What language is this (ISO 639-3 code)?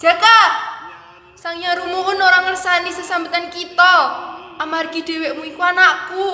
jav